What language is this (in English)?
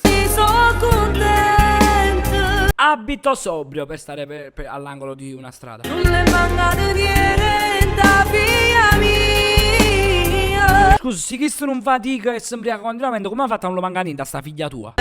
Neapolitan